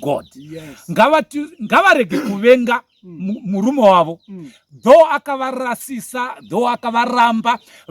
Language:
Shona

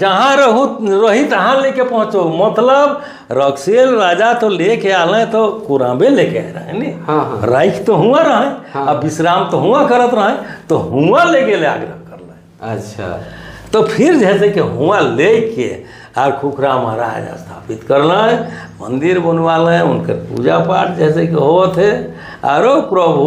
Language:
Sadri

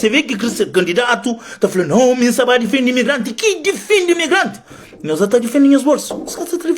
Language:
Kabuverdianu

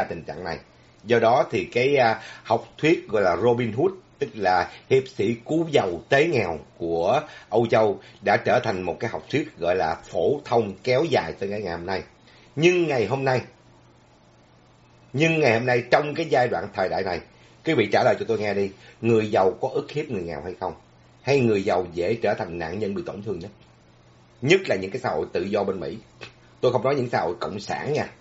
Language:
Vietnamese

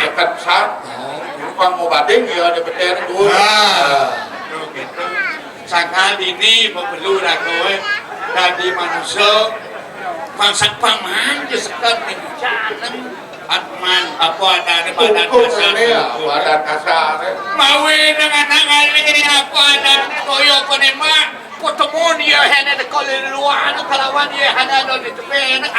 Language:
Balinese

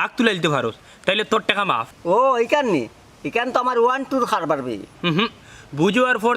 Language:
Sylheti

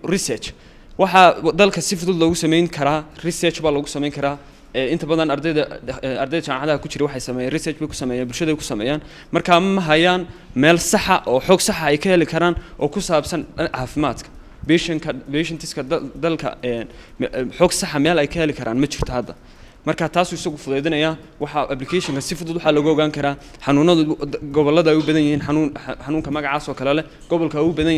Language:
Somali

